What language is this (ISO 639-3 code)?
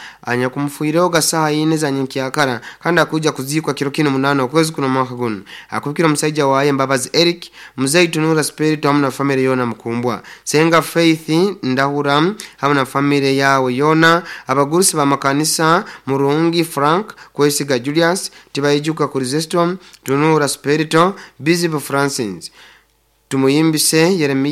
nyo